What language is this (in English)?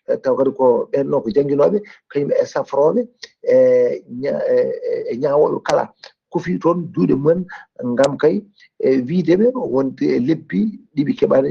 Fula